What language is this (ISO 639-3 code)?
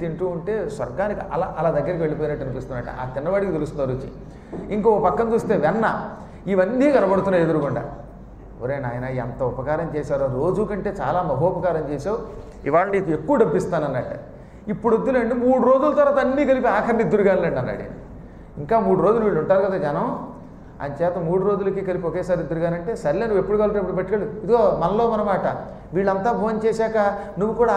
tel